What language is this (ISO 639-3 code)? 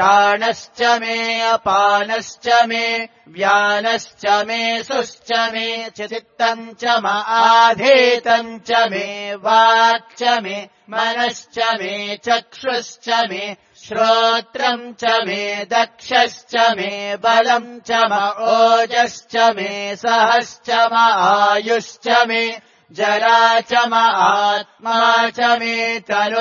san